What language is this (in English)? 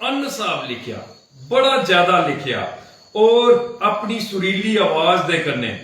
Dogri